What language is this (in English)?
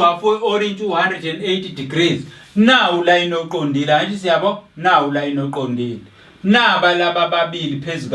Zulu